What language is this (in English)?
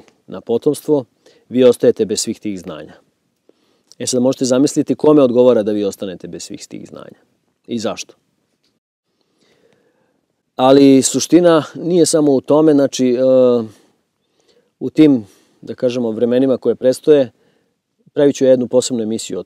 Serbian